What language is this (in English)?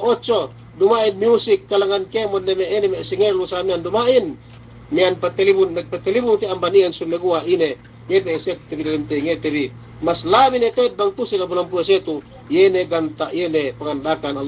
Yakan